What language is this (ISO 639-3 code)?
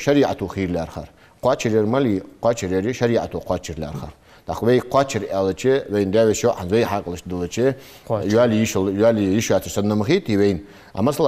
inh